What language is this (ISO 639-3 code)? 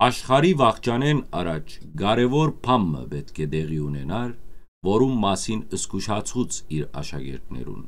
hyw